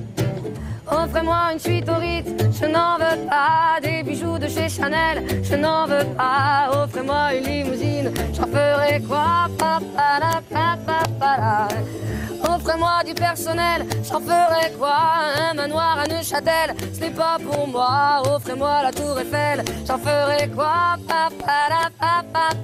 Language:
French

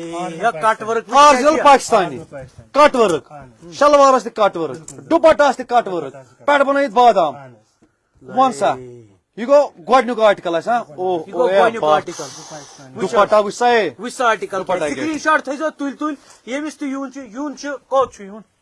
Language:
Kashmiri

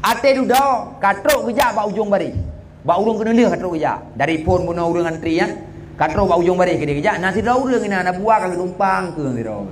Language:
Achinese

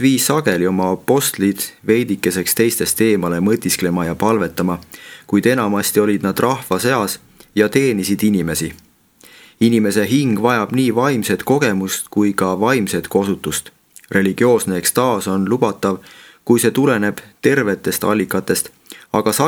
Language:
Estonian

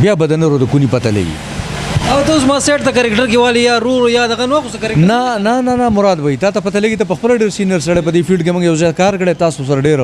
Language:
Pashto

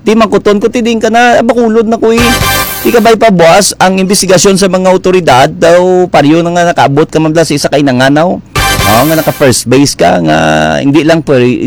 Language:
Hiligaynon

